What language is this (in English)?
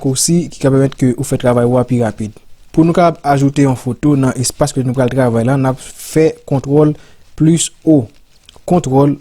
Haitian Creole